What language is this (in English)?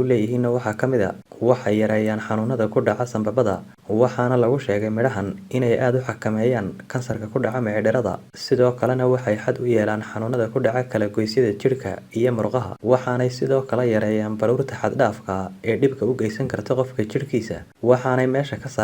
Somali